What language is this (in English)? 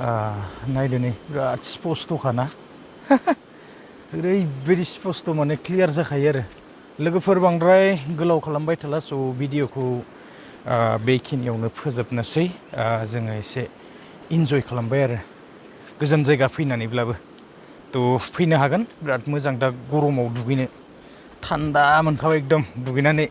Bodo